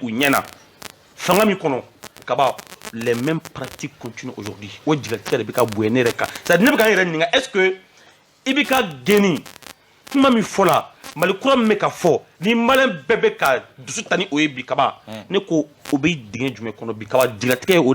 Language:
Bambara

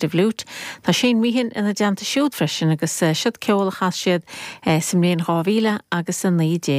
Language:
Irish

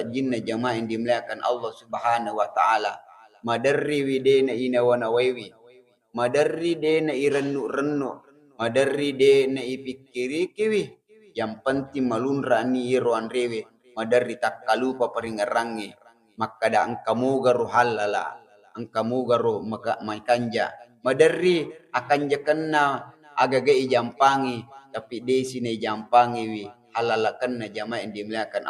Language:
Buginese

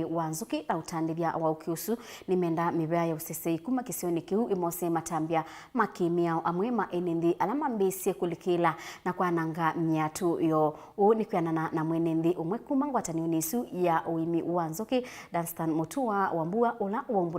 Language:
Kamba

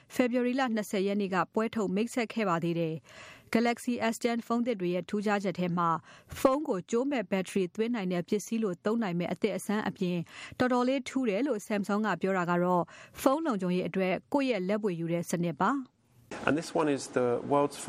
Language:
Burmese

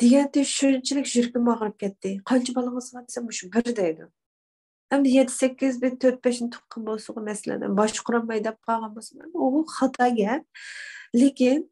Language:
Uyghur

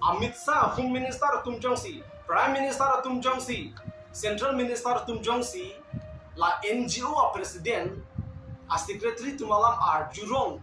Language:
Karbi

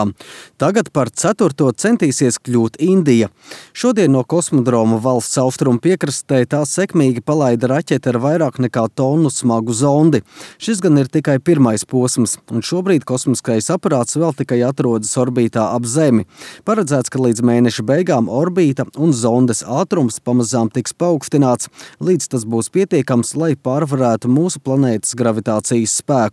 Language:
Latvian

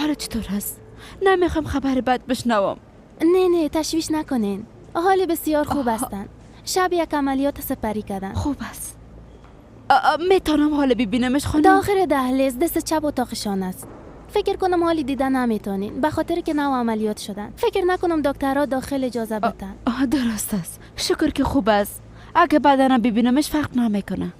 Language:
Persian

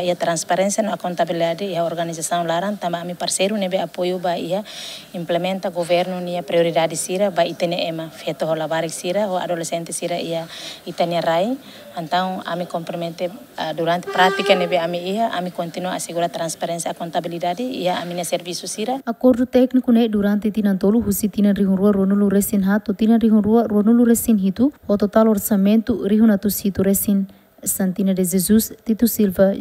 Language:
Tetum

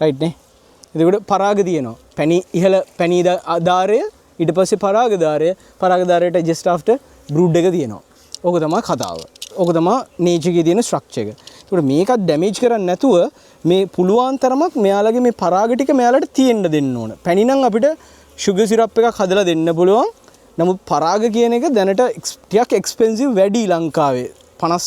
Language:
Sinhala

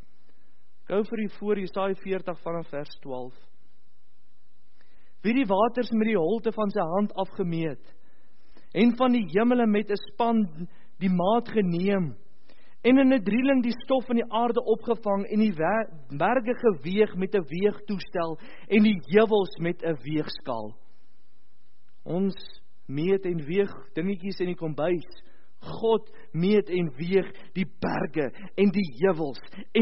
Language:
Afrikaans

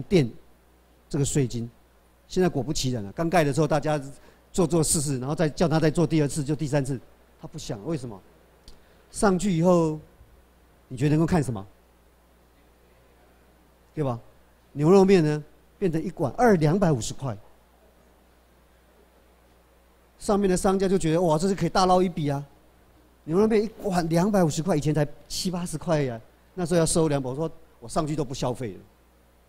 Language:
Chinese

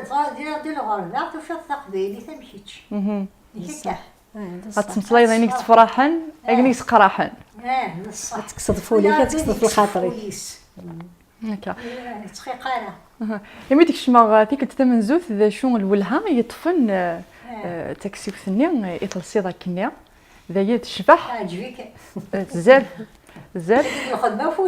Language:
Kabyle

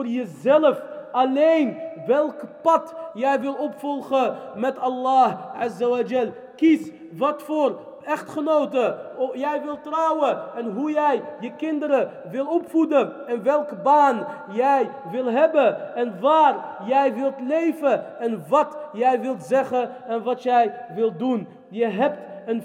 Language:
Dutch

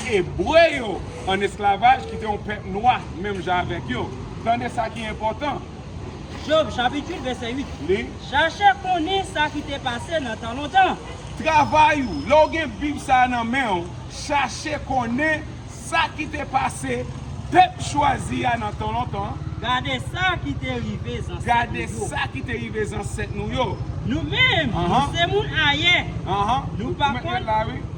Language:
Haitian Creole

